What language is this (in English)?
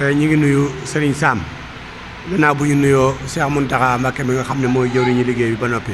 Wolof